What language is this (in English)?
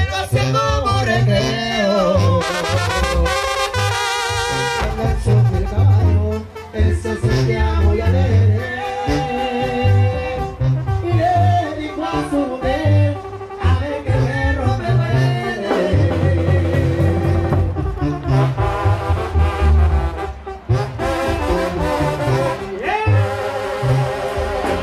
Spanish